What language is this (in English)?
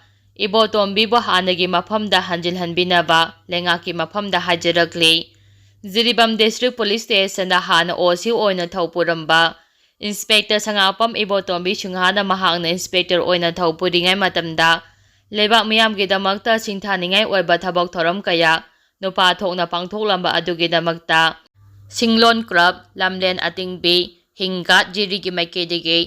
Manipuri